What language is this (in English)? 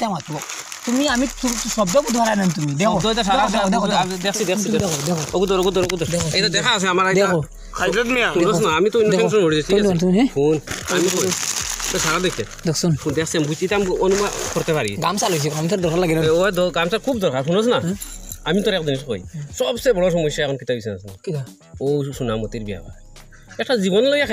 Sylheti